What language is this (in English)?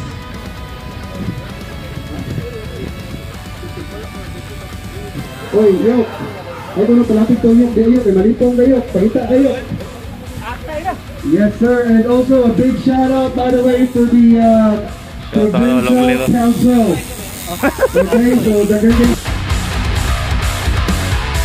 Filipino